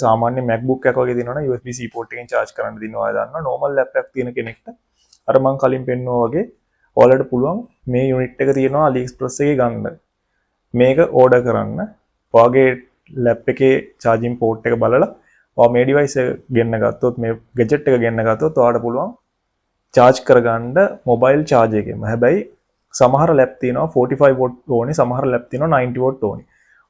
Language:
Sinhala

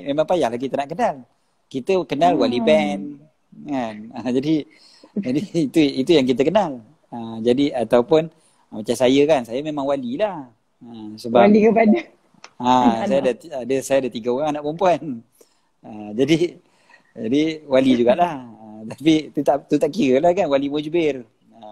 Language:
Malay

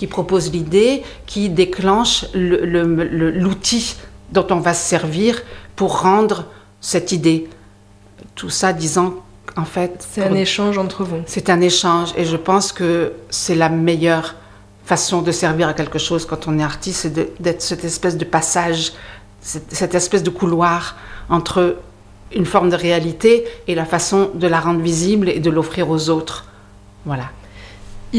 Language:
French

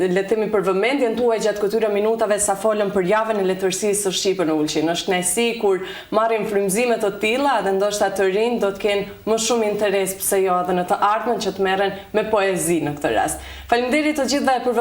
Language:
Albanian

